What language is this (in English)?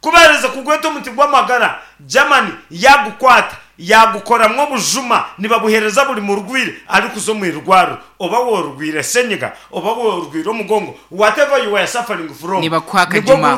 Nyankole